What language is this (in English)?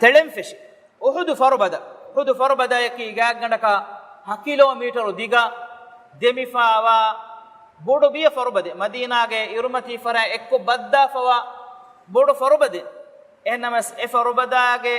Divehi